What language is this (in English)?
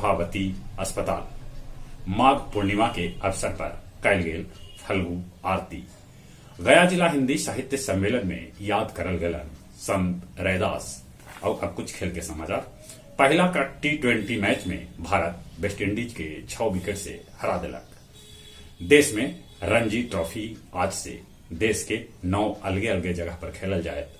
Magahi